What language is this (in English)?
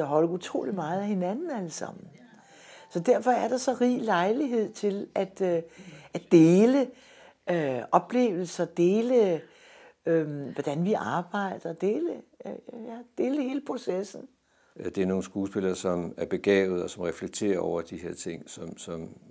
Danish